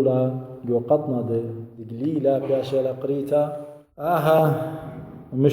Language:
Assyrian Neo-Aramaic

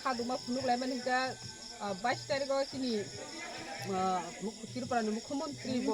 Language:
Kok Borok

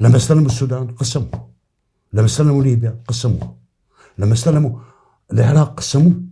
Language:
North Levantine Arabic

